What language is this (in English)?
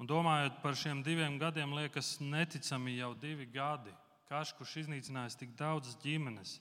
Latvian